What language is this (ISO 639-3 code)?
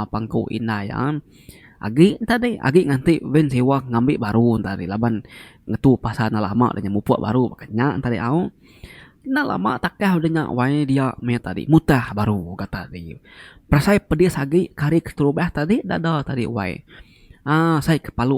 iba